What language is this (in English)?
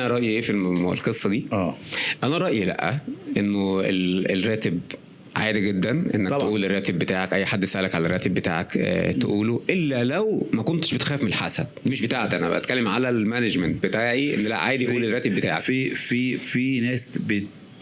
Egyptian Arabic